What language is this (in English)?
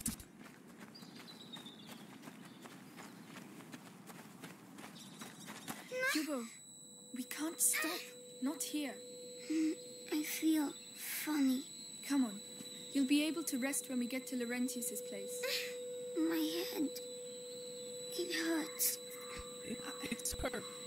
English